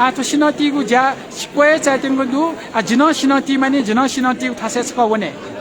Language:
Newari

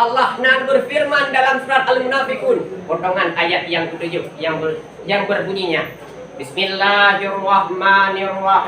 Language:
Achinese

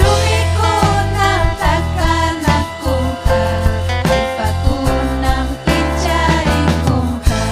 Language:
Ayacucho Quechua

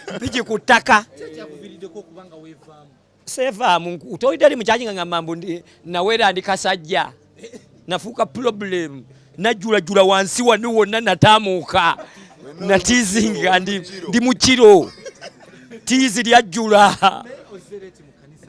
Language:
Ganda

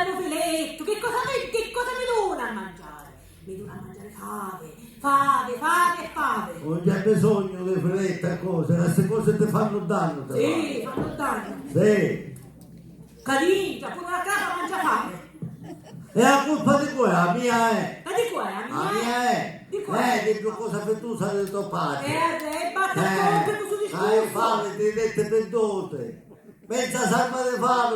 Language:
Sicilian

